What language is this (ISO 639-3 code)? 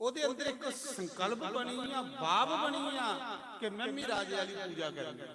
doi